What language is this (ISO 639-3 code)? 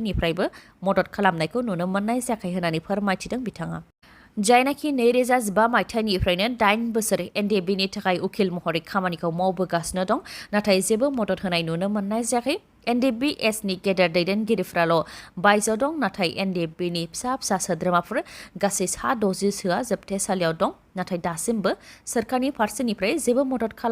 brx